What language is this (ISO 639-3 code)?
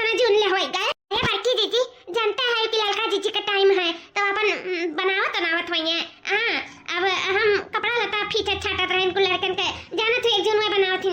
awa